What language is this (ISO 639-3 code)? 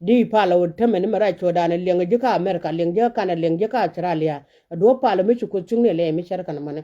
nus